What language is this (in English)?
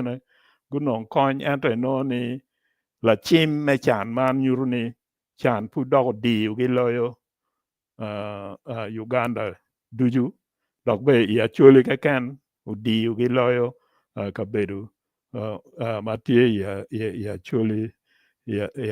Acoli